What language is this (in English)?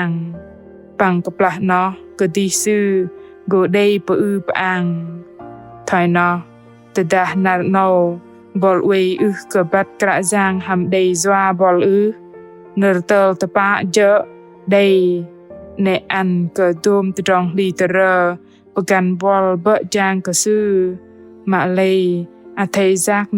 Bahnar